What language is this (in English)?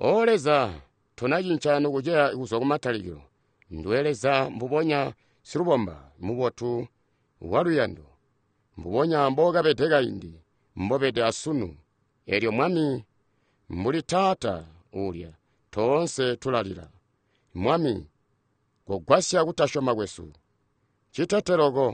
Tonga (Zambia)